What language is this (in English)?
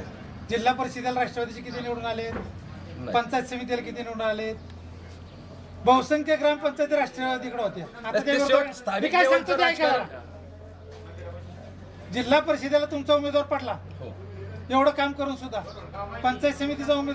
Marathi